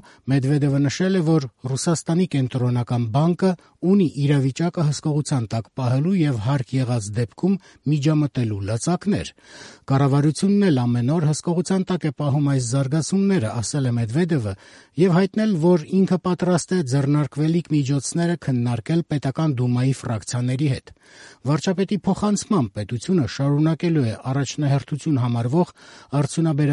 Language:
Armenian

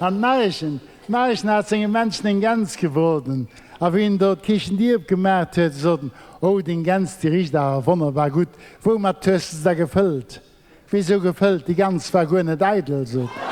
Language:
Luxembourgish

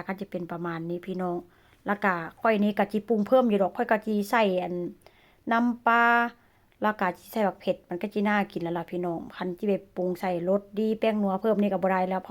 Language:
Northeastern Thai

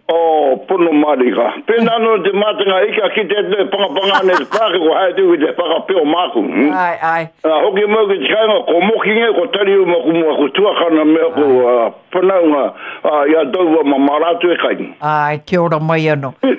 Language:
Māori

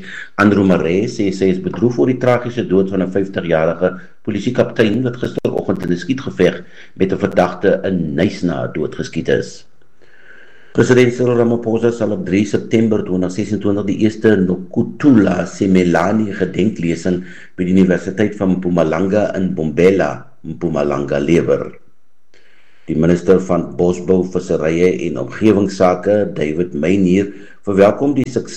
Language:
Afrikaans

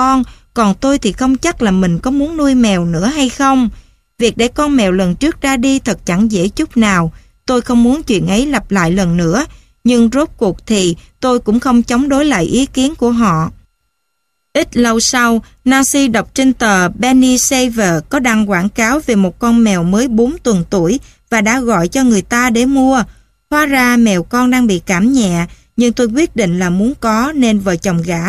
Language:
Vietnamese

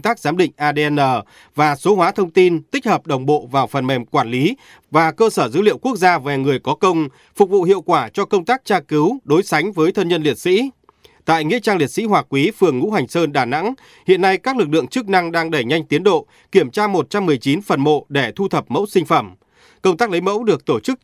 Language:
Vietnamese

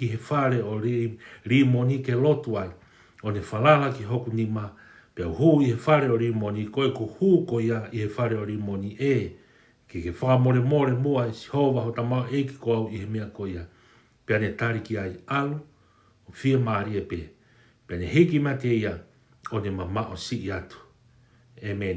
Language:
Tongan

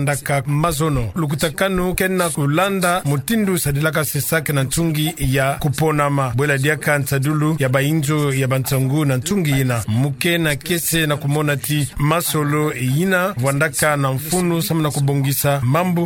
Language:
Kituba (Democratic Republic of Congo)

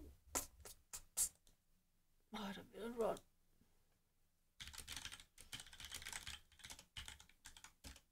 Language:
German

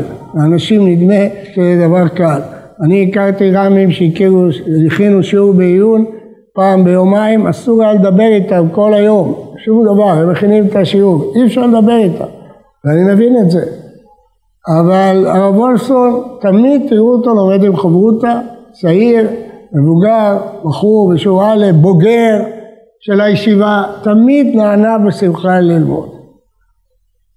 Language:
Hebrew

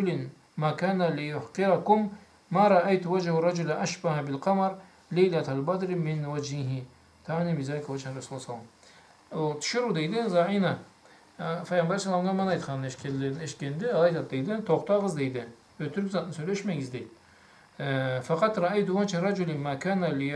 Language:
Karachay-Balkar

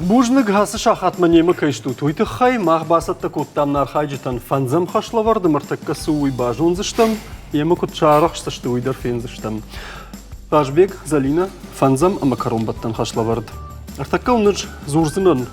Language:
Ossetic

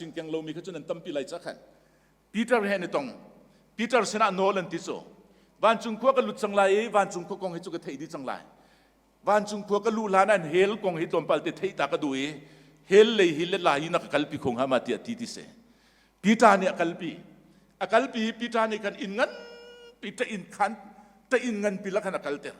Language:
Hakha Chin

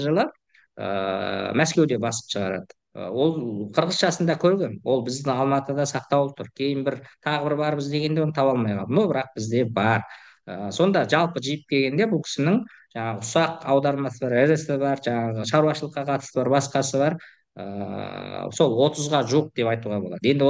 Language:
Kazakh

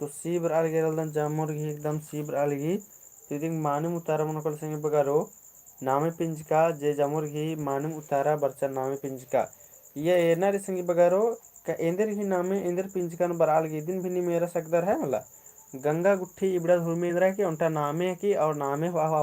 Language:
Kurukh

